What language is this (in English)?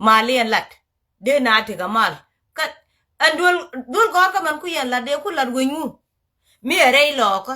Nuer